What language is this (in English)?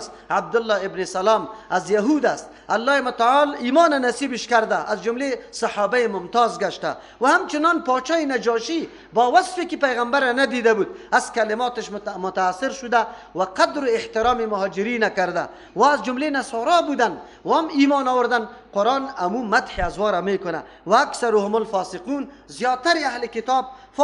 Persian